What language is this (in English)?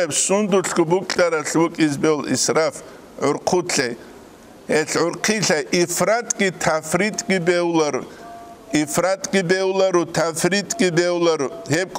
Avaric